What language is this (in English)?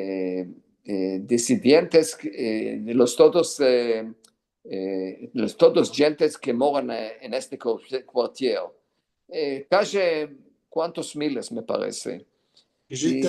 Ladino